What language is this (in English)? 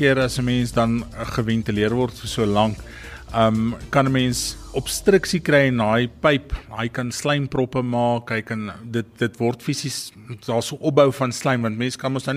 Afrikaans